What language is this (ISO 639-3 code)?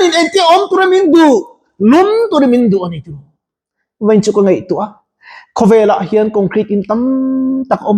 lus